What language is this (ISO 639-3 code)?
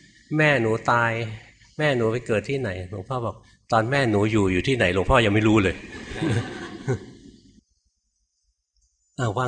tha